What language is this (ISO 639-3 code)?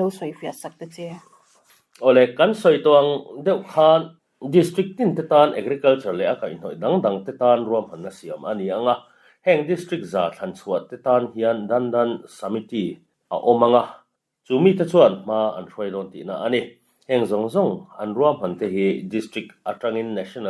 lus